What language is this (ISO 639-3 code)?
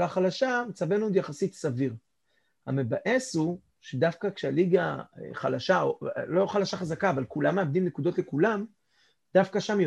heb